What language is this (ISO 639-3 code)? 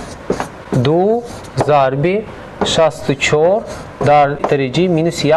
tgk